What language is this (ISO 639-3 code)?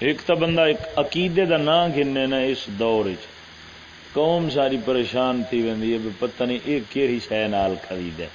skr